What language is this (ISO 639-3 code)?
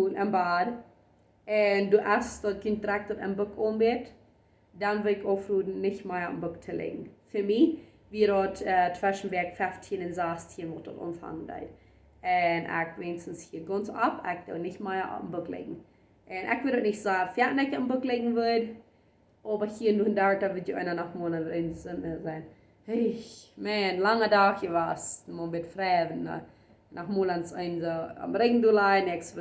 pdt